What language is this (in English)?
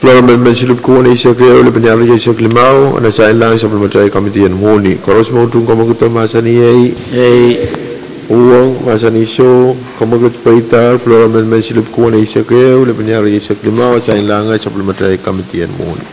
Pohnpeian